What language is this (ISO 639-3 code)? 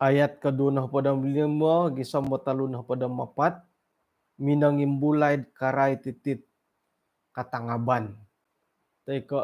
dtp